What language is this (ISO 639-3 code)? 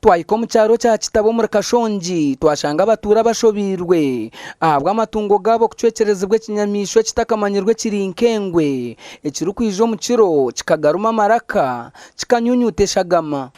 nyn